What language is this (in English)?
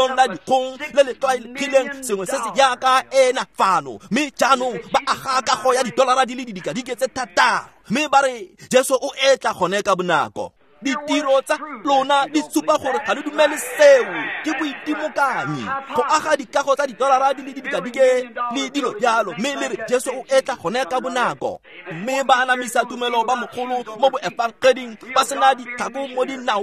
Tswana